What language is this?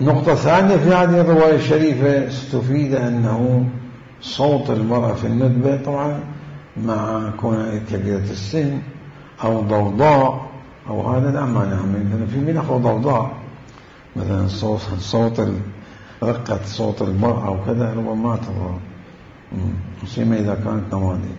Mesopotamian Arabic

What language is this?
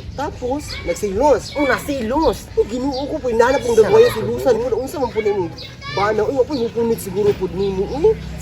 Cebuano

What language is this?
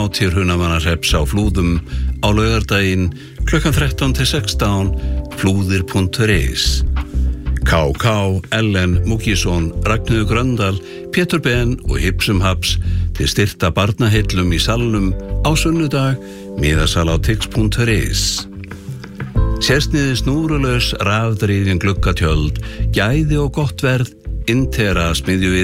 Icelandic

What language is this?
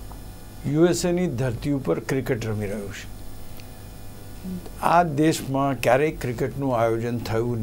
Gujarati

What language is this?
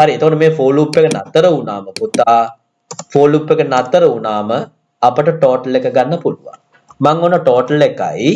Sinhala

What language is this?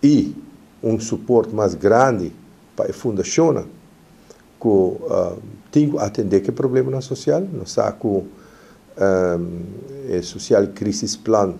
Papiamento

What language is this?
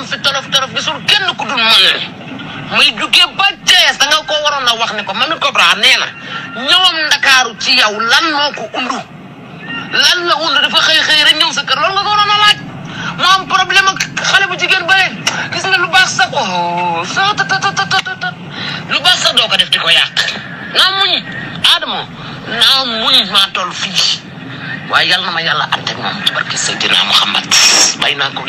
Wolof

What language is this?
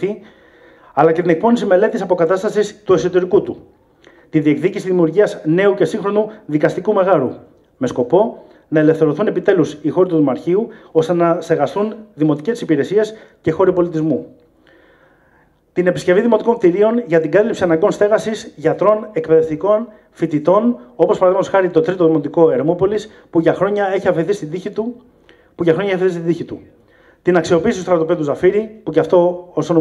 Greek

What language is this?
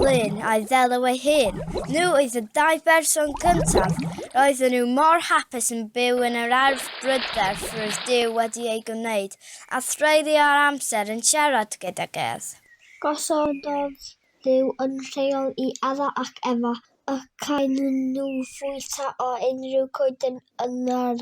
Welsh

